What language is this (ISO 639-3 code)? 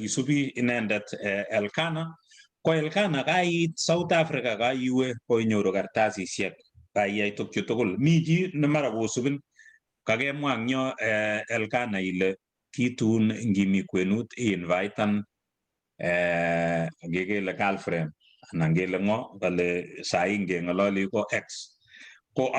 kln